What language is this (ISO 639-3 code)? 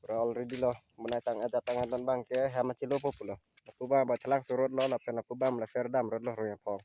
mjw